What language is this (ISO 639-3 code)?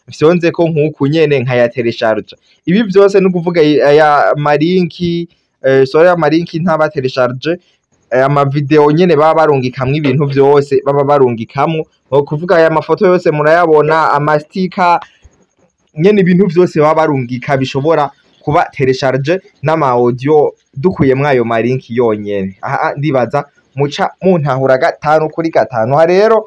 run